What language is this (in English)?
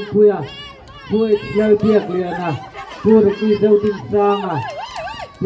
Mizo